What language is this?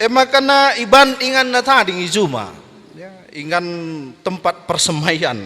Batak Karo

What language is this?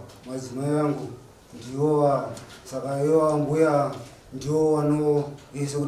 Shona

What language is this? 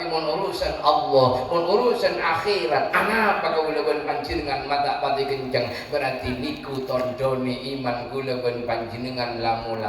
Madurese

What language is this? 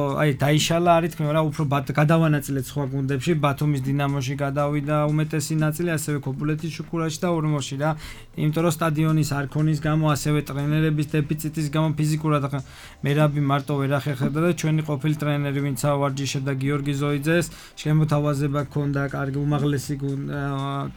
Georgian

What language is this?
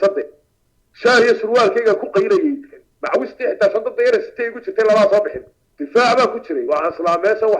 Somali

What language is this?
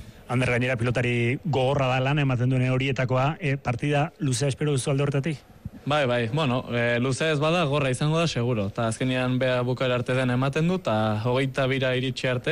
Basque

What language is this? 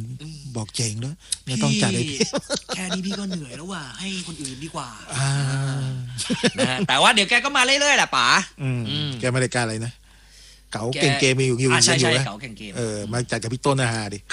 Thai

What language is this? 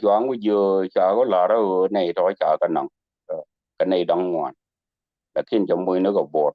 Nuer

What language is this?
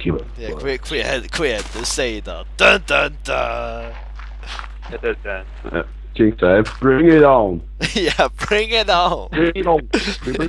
Faroese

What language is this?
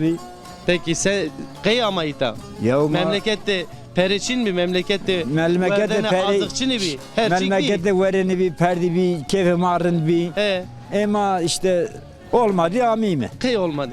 Zaza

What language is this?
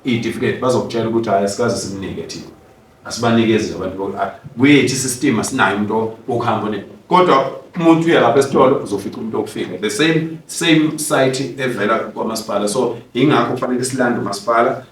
Zulu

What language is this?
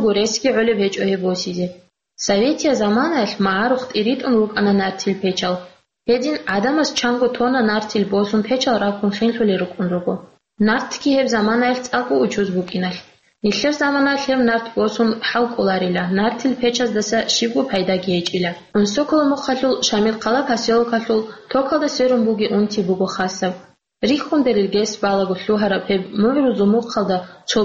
Avaric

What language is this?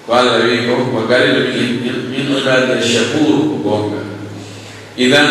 Pular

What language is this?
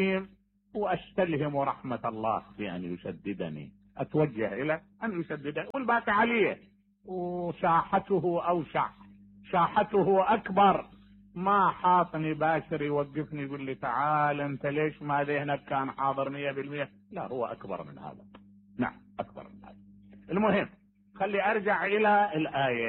Mesopotamian Arabic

